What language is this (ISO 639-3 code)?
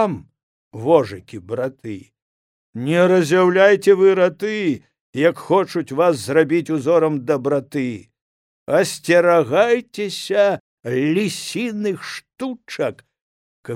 bel